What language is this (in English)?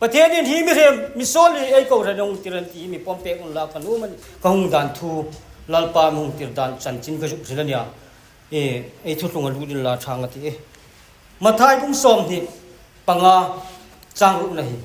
Hmar